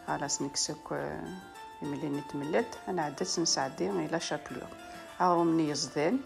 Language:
Kabyle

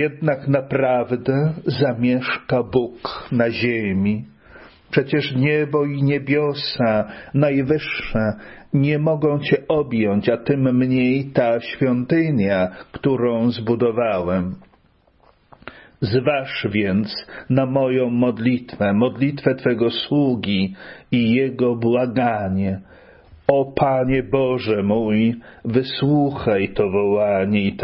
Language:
Polish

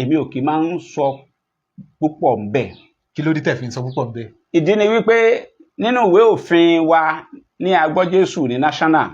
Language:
Yoruba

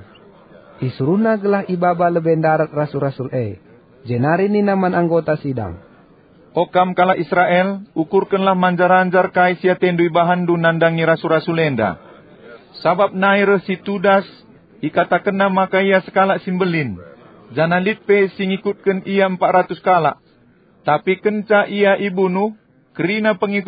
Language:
Batak Karo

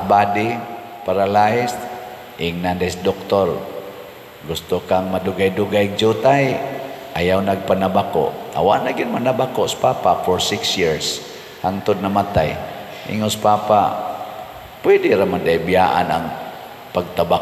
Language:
Cebuano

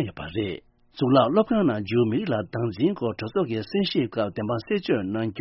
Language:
Tibetan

